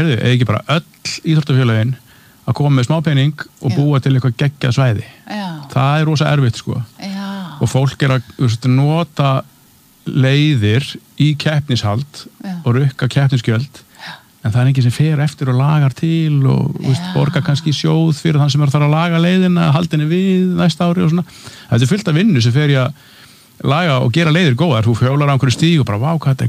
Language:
Icelandic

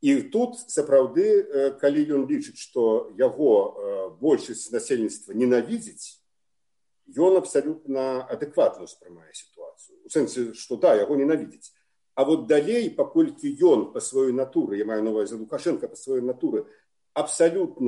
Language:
Belarusian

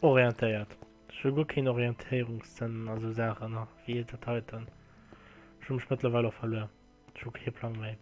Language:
Luxembourgish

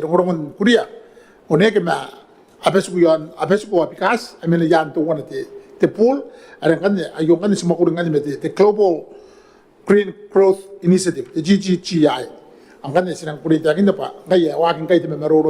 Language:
Gilbertese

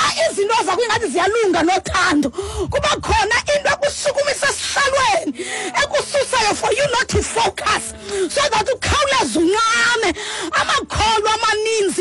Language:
Xhosa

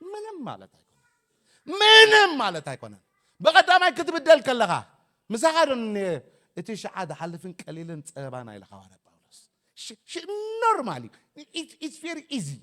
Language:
Tigrinya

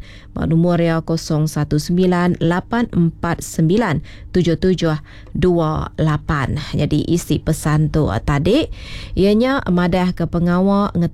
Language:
Iban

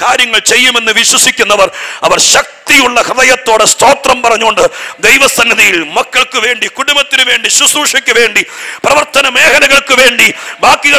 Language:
Malayalam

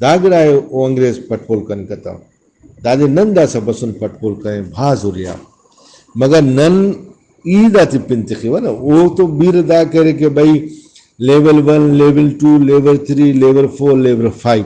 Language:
Brahui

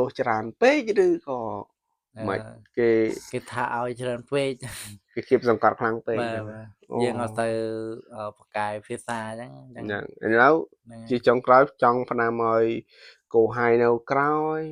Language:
Khmer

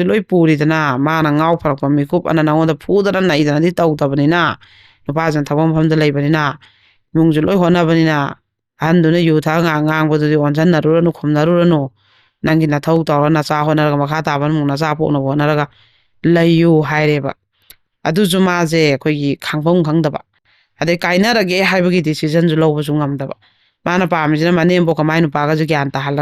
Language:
Manipuri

